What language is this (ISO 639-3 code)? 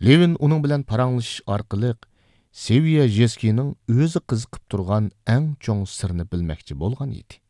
uig